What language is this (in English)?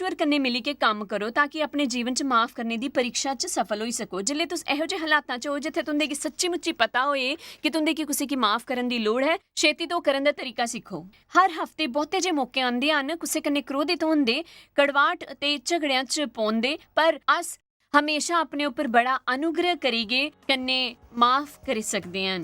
Dogri